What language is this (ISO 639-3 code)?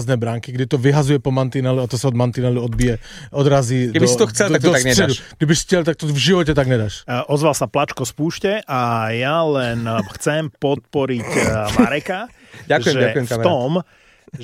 slk